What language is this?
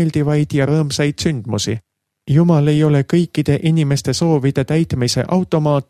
Estonian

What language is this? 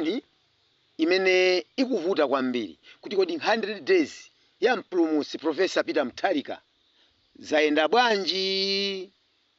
Nyanja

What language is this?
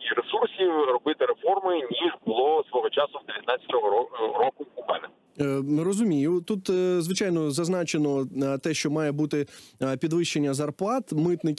Ukrainian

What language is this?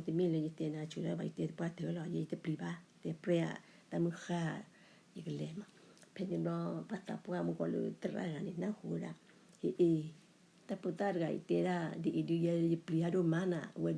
S'gaw Karen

